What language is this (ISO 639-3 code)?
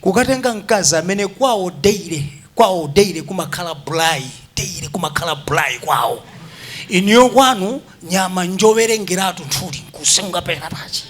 nya